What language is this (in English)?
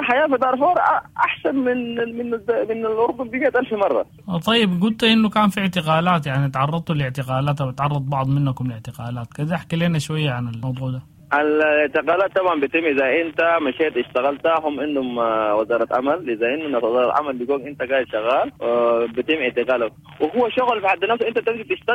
Sudanese Arabic